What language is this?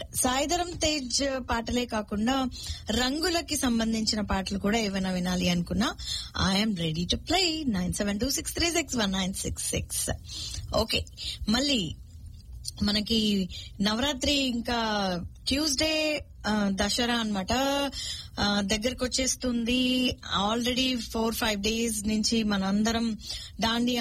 Telugu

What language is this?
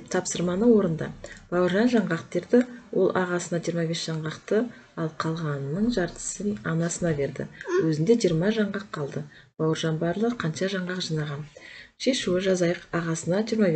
Kazakh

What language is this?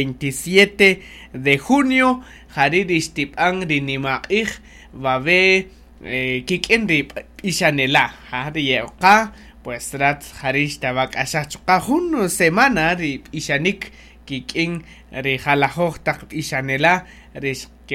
Kaqchikel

